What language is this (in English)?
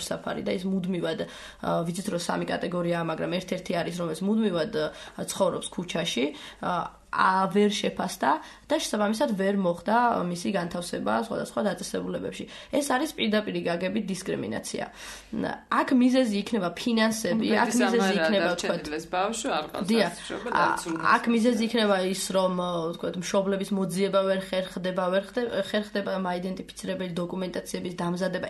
Georgian